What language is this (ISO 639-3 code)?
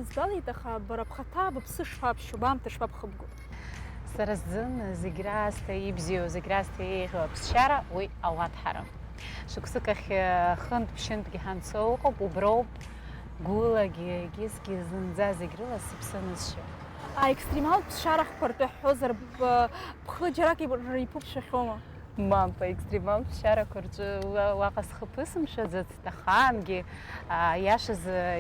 abk